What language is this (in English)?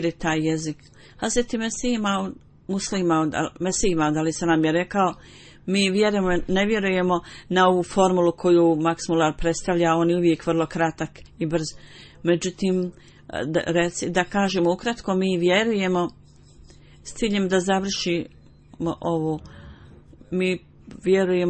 Bosnian